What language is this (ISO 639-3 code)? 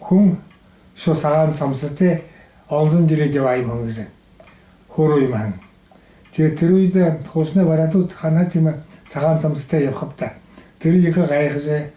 bua